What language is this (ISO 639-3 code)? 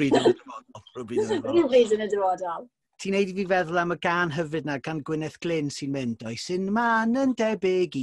cym